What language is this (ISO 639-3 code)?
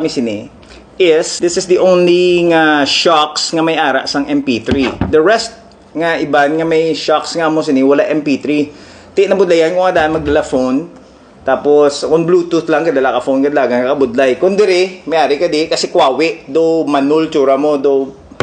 hil